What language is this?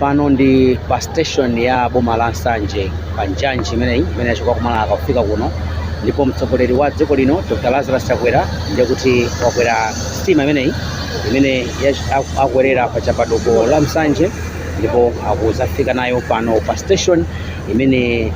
Nyanja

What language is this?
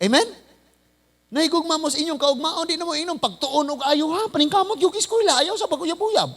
Cebuano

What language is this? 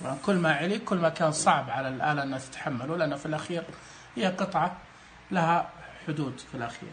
Najdi Arabic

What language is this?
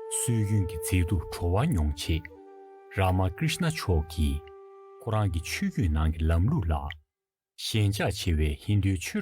Tibetan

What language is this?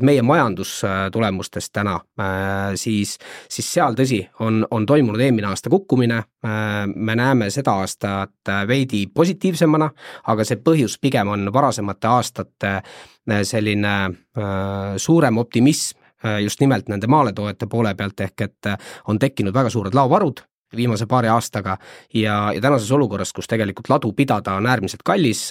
Estonian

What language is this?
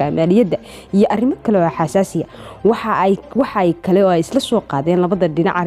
Somali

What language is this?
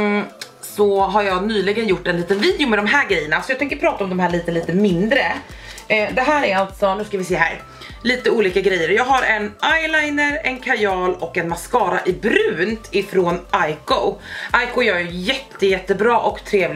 Swedish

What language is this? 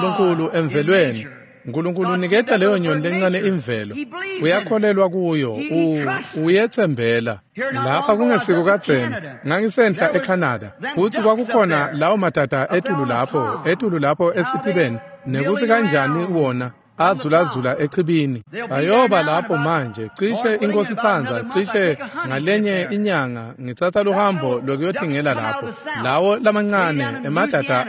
Swati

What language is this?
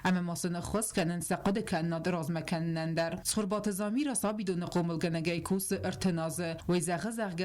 Ossetic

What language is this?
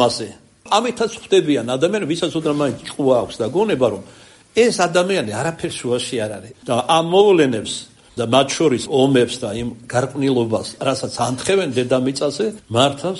Georgian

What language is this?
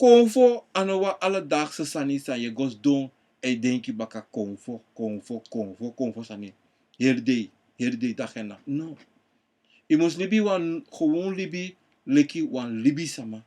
Sranan Tongo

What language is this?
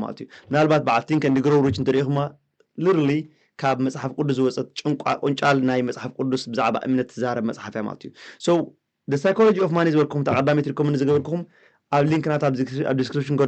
Tigrinya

